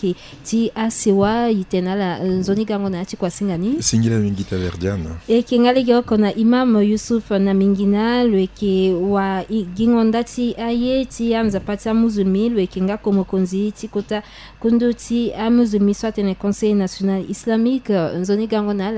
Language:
Sango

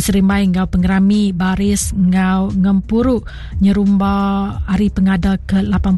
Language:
Iban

